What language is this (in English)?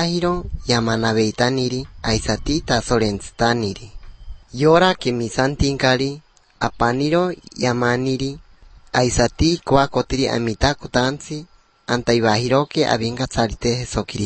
Basque